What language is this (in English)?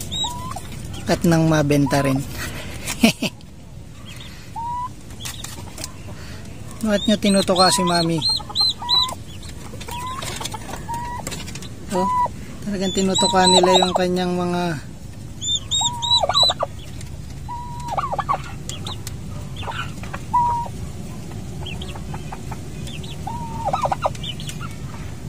Filipino